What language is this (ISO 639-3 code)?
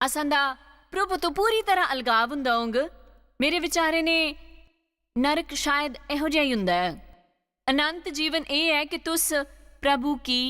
doi